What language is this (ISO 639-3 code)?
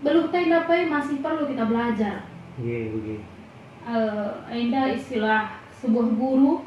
btx